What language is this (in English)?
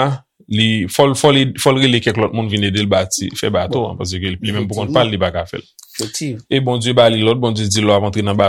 Haitian Creole